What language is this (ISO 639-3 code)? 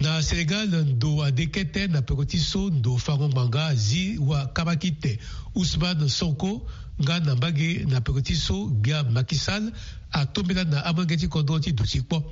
sag